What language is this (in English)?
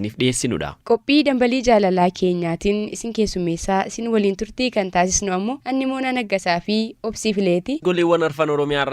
Oromo